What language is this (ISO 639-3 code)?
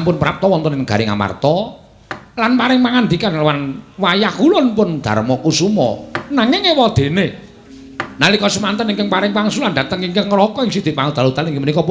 jav